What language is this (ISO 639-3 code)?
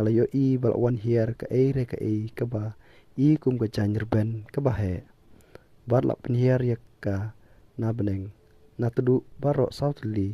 kha